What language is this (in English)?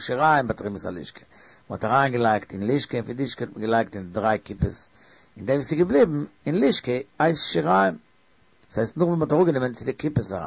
Yiddish